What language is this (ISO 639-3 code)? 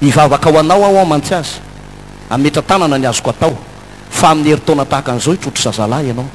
mlg